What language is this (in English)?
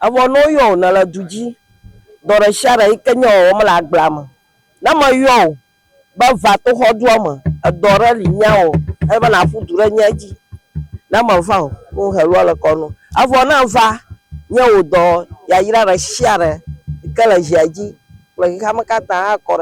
Ewe